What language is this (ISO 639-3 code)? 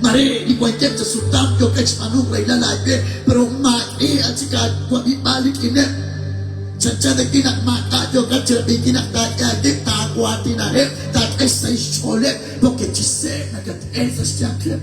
kek